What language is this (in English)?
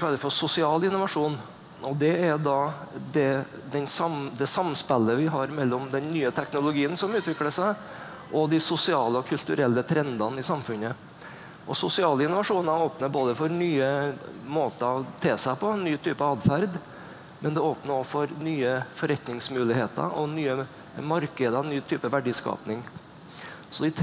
Norwegian